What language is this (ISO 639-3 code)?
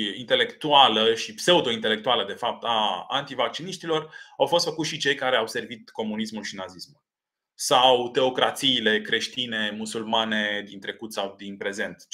ron